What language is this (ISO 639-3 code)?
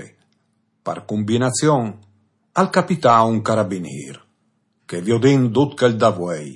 fur